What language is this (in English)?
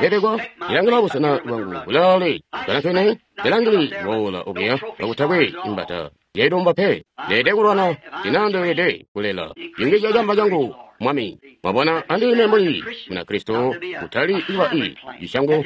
Tonga (Zambia)